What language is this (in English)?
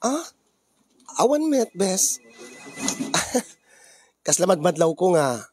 Iloko